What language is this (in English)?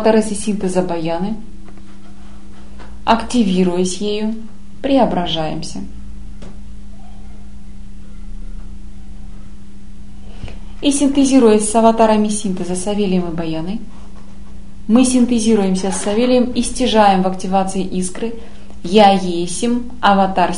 Russian